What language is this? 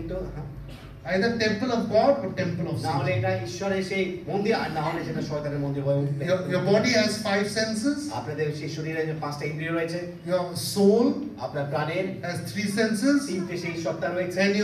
Bangla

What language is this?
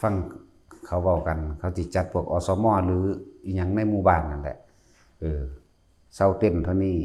Lao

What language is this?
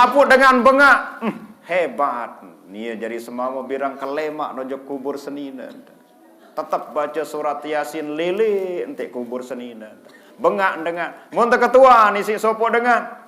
Sasak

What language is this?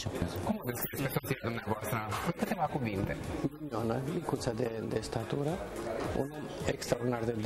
Romanian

